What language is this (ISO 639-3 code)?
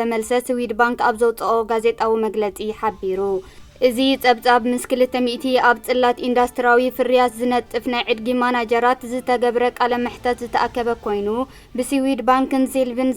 tir